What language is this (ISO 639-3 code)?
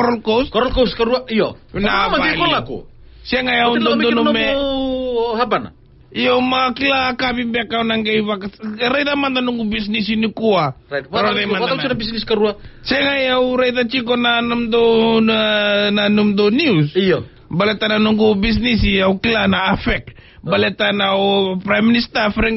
fij